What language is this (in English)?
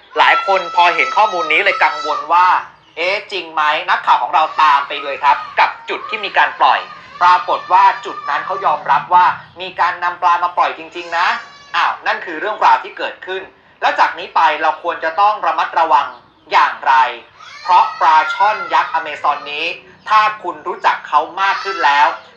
Lao